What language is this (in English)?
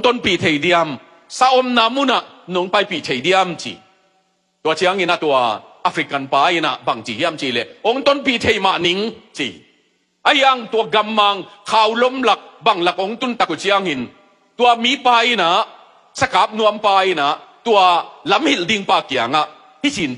Tedim Chin